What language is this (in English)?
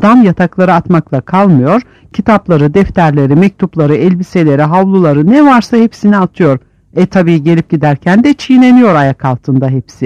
Turkish